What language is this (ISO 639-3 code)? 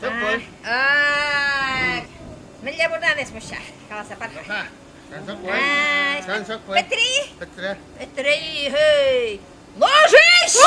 chv